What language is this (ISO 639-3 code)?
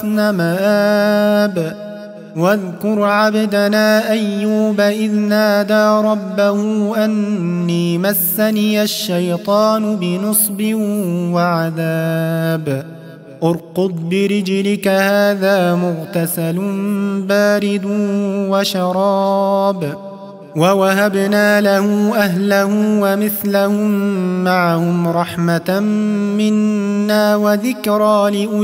ara